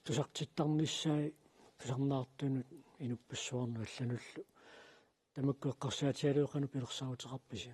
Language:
Kalaallisut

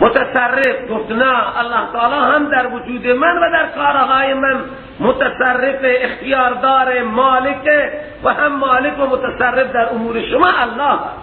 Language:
Persian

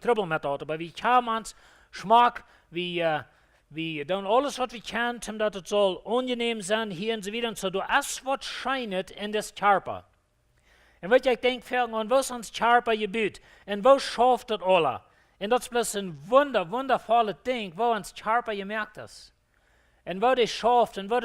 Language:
Plautdietsch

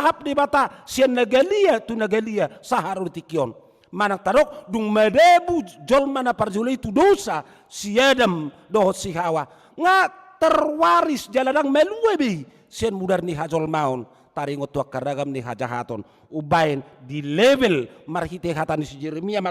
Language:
Batak Toba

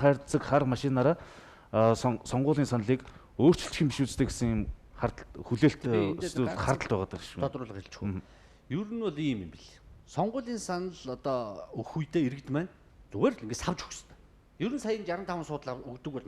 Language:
Mongolian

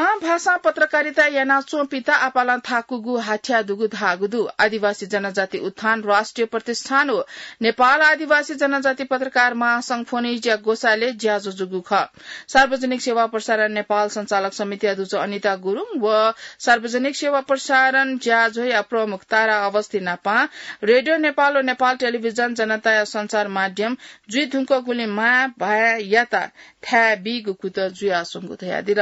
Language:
Newari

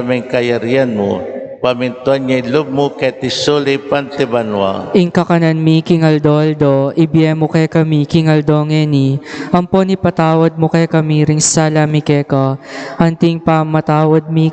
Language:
Pampanga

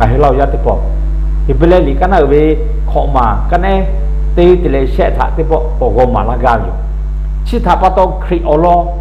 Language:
Lahu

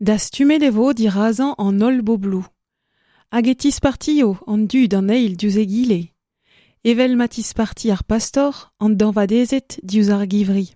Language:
Breton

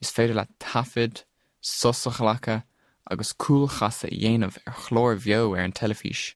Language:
Irish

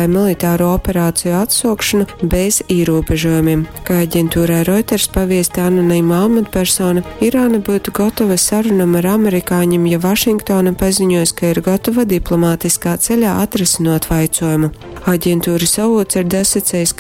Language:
Latgalian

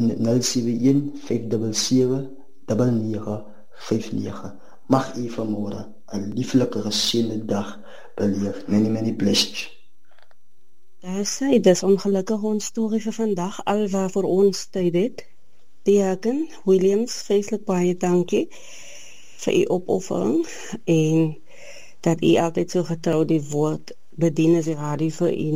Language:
Afrikaans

